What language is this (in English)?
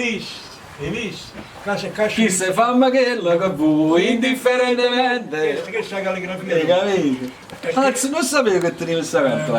Neapolitan